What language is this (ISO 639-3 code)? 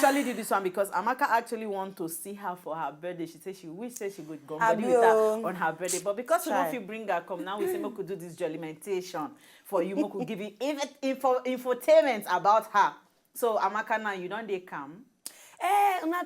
pcm